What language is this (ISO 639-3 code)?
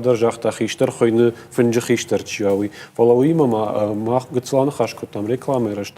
oss